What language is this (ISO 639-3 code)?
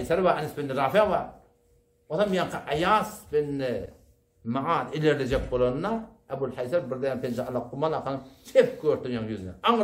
tuk